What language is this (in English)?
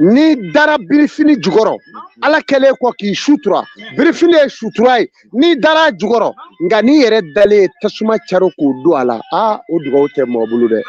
Bambara